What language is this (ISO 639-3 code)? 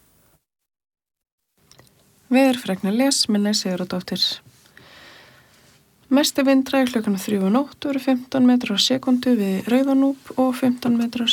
isl